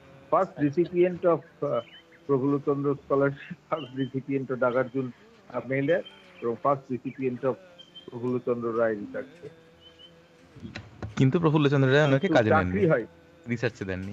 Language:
Bangla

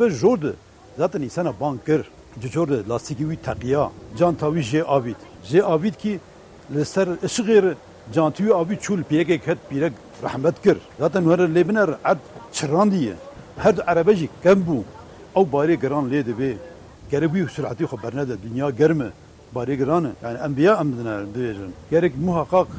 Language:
Kurdish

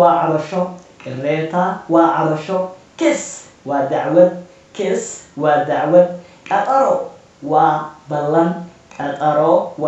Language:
Somali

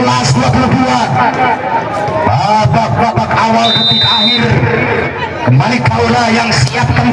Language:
Indonesian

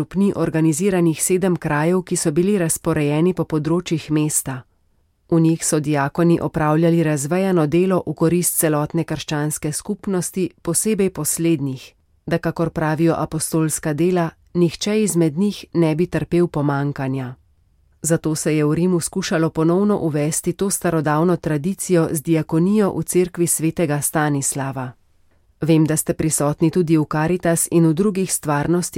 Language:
Slovenian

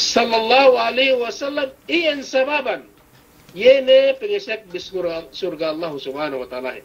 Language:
Yakan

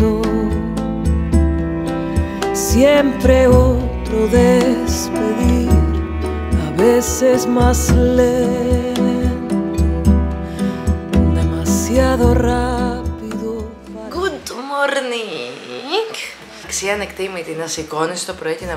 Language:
Greek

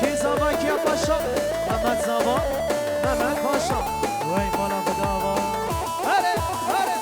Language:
Kurdish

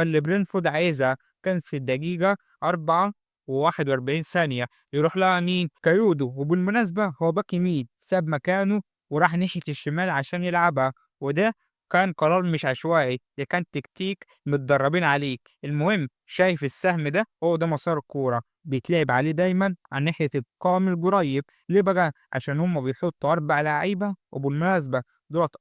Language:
Egyptian Arabic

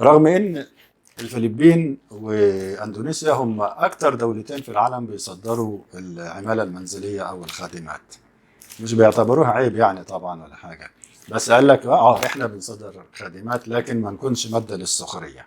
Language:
Egyptian Arabic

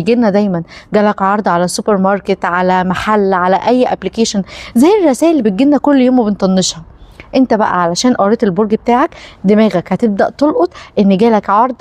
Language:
Egyptian Arabic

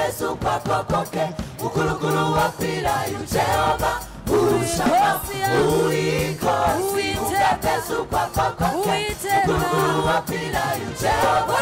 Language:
Kinyarwanda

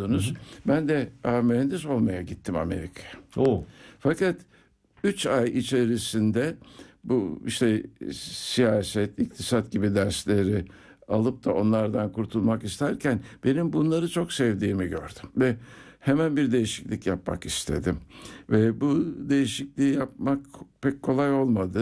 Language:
Turkish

